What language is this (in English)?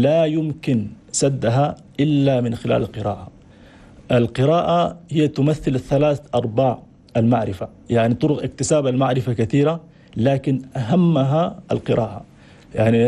Chadian Arabic